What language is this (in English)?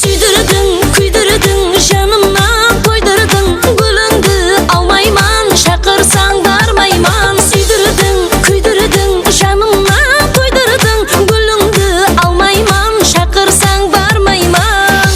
Kara-Kalpak